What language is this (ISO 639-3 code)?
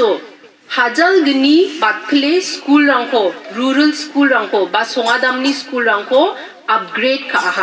grt